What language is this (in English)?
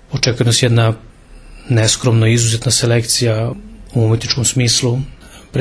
Serbian